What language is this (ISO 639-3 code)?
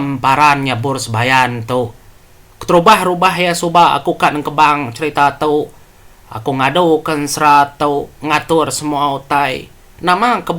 iba